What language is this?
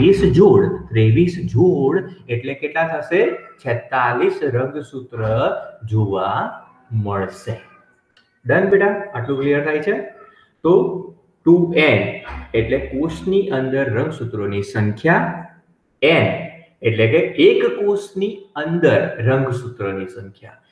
Gujarati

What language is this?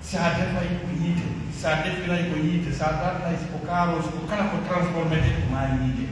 Pular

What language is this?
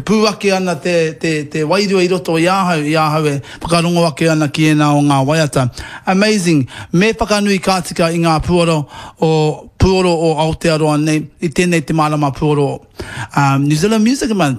Māori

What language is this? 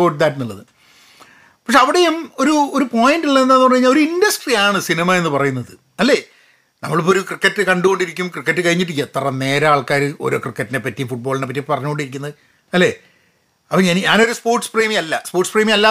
Malayalam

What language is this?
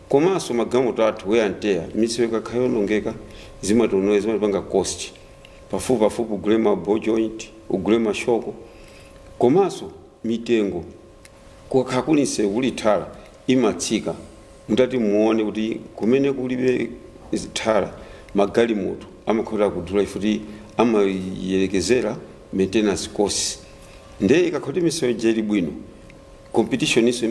Nyanja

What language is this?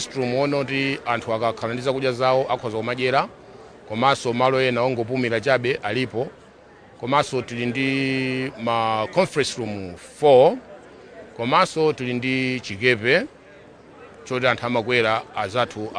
Nyanja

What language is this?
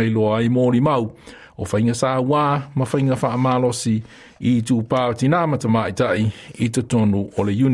Samoan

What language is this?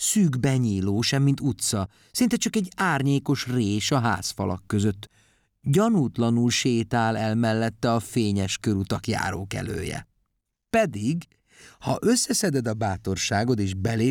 Hungarian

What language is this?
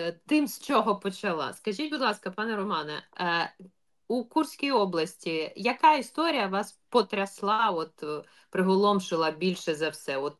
Ukrainian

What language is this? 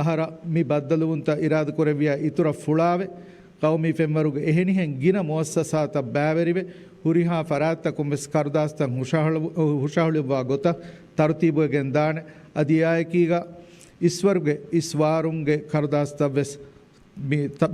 Divehi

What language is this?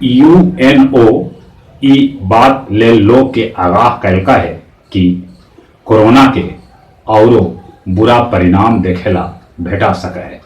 Magahi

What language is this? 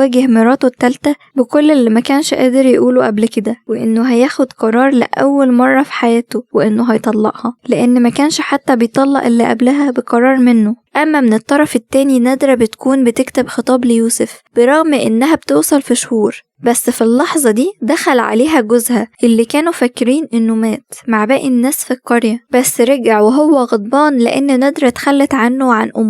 Egyptian Arabic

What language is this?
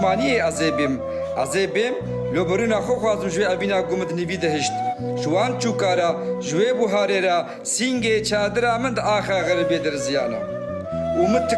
Kurdish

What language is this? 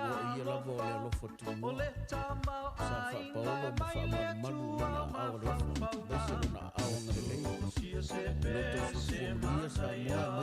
Samoan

